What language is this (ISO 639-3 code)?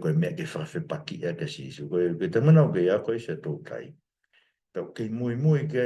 ton